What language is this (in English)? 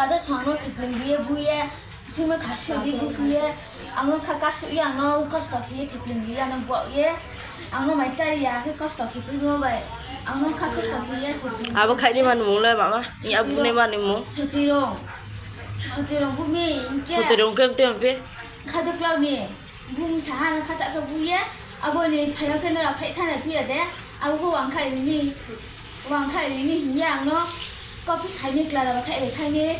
Riang (India)